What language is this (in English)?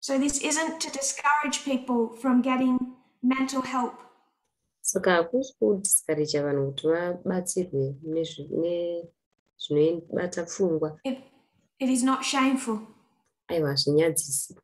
Shona